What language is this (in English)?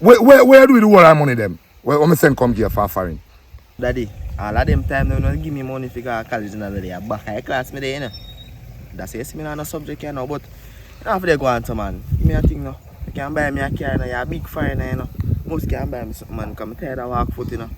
Jamaican Creole English